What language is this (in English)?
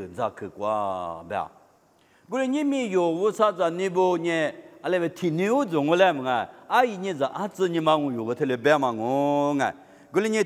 Lisu